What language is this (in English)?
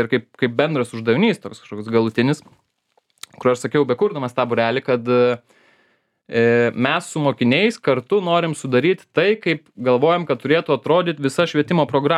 Lithuanian